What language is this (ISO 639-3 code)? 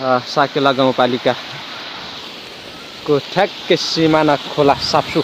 nep